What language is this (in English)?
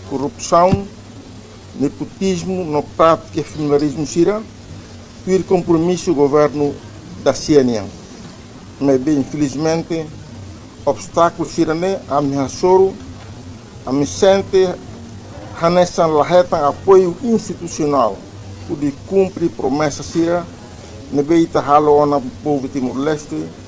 Tetum